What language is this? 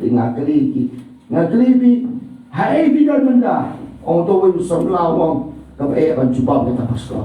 Khasi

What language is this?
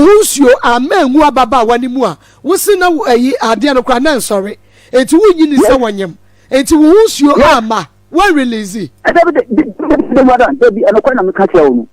Akan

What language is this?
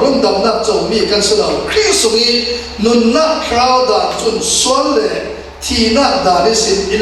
Falam Chin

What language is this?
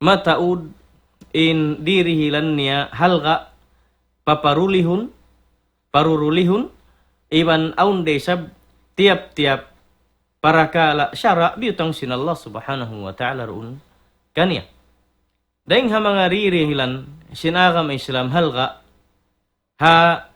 Tausug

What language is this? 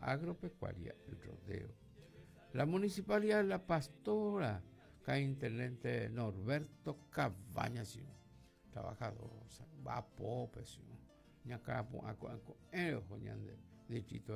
Guarani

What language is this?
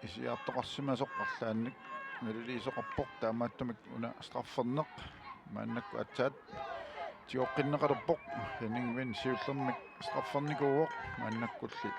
Kalaallisut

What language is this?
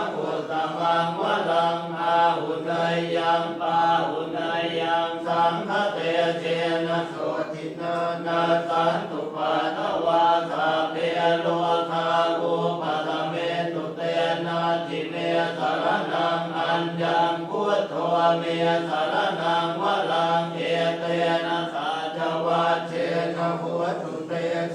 Pali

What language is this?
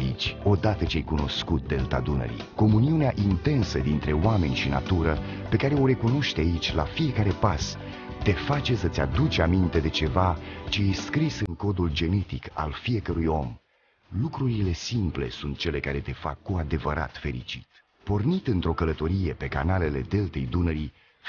Romanian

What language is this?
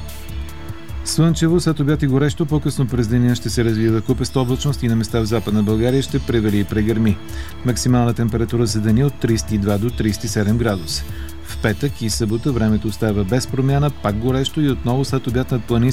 Bulgarian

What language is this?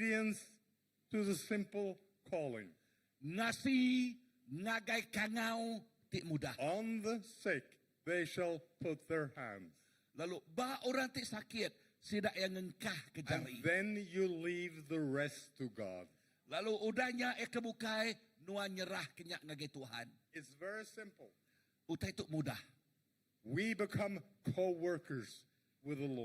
Iban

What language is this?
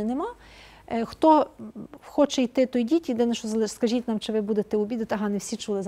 Ukrainian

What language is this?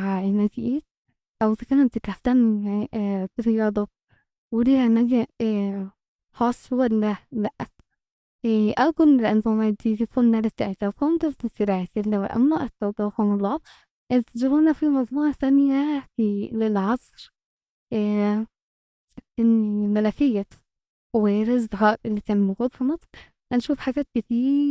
Egyptian Arabic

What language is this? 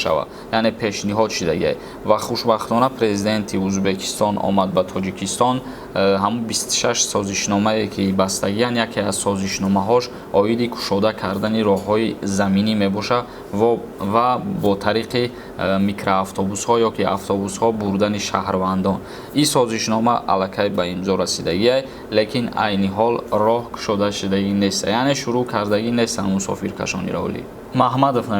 Tajik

